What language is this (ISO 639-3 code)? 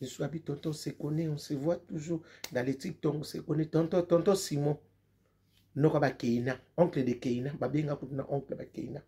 lin